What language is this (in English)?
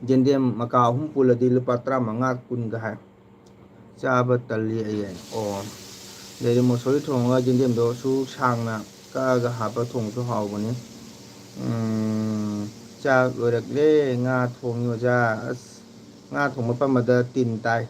Manipuri